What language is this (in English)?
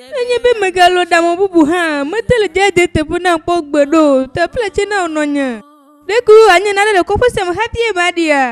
Ewe